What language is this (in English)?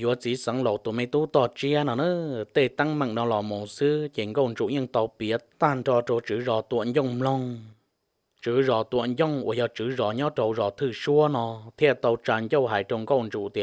Hmong